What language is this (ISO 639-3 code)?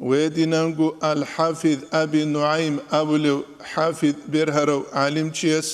ava